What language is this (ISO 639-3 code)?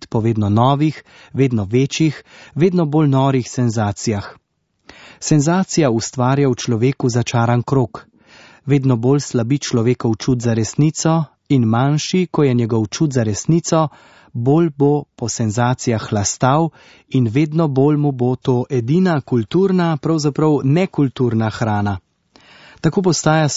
slv